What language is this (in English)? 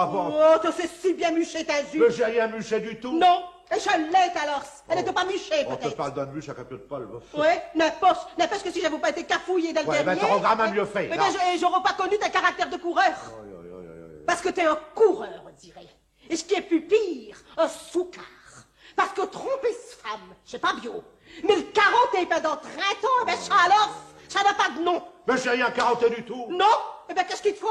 Picard